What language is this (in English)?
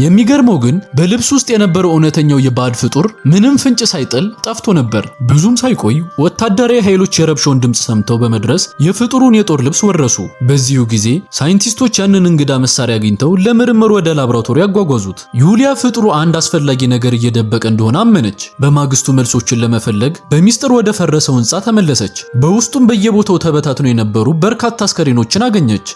Amharic